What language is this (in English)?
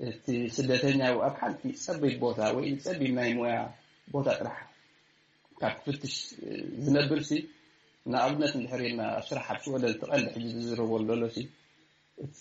Tigrinya